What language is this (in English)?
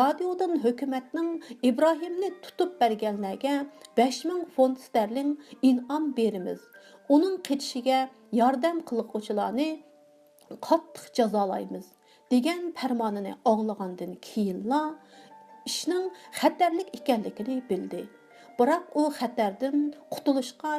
Uyghur